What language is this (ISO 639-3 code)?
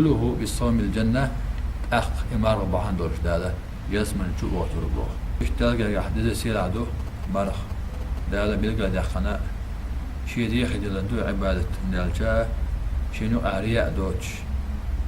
che